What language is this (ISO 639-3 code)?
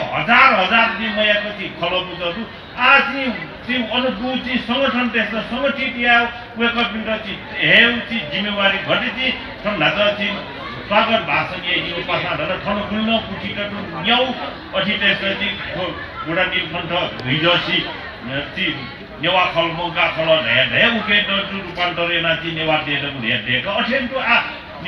new